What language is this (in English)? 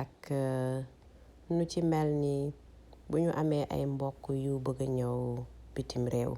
Wolof